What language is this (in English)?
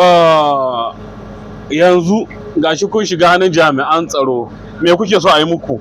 Hausa